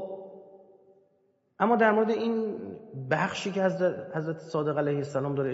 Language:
Persian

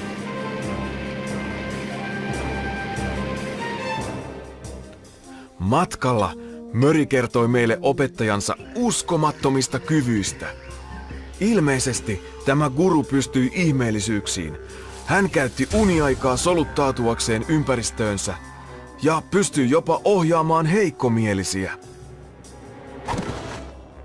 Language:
Finnish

